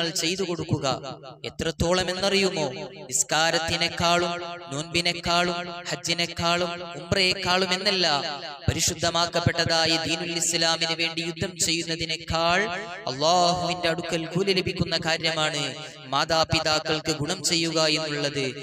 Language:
Malayalam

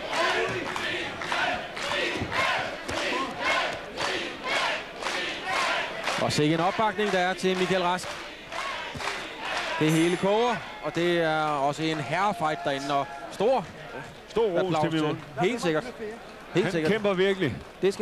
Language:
Danish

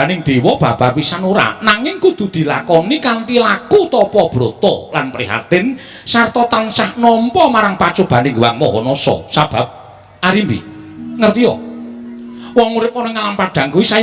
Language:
Javanese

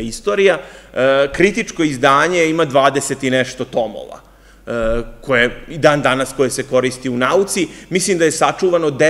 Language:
Serbian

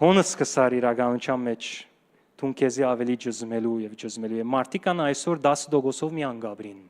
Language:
Western Armenian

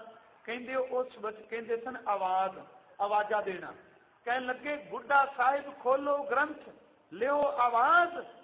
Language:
Punjabi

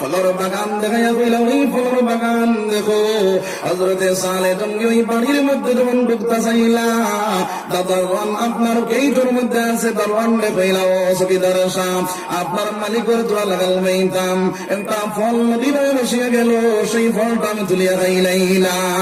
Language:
Sylheti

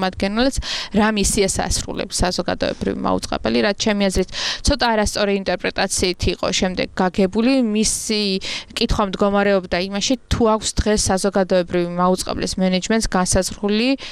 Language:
Georgian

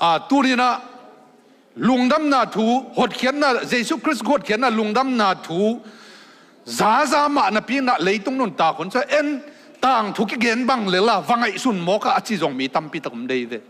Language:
Tedim Chin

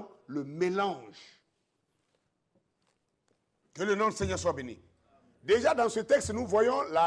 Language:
French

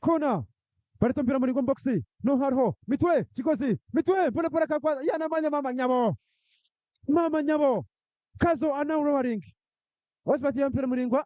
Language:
Nyankole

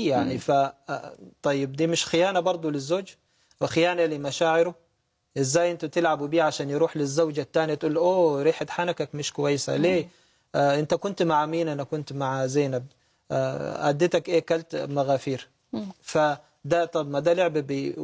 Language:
Egyptian Arabic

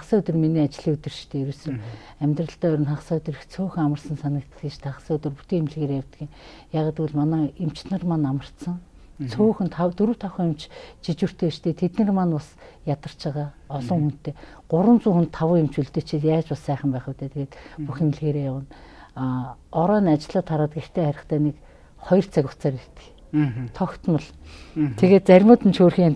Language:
Mongolian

